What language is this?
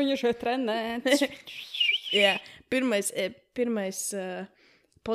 Latvian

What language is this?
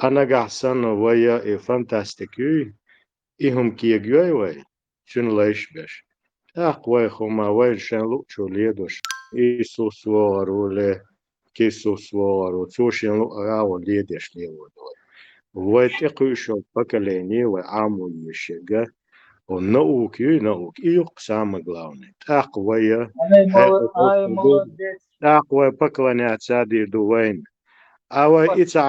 Chechen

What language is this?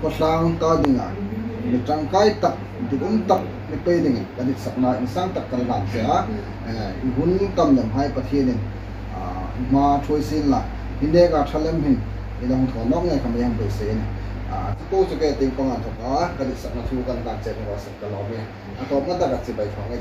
Hmar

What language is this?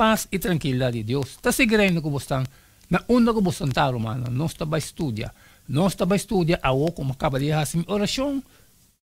Papiamento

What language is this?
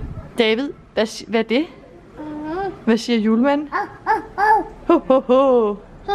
Danish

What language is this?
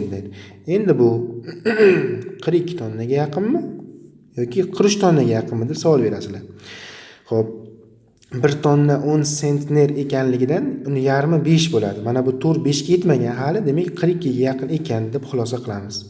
Uzbek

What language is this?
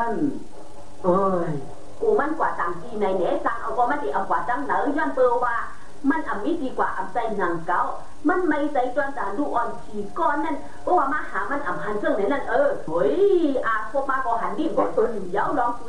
Shan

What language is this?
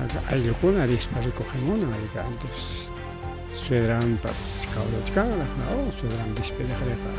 Ayacucho Quechua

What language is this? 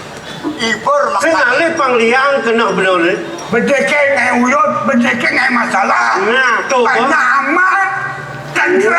Balinese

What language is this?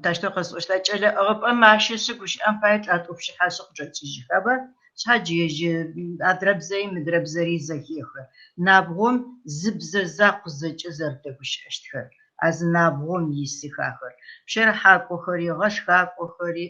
Kabardian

